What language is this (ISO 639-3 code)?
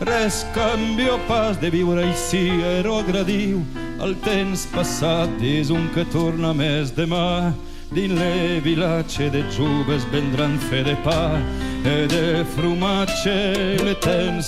oci